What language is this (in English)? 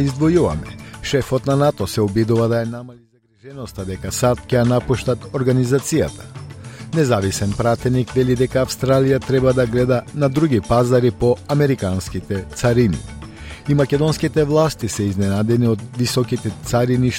Macedonian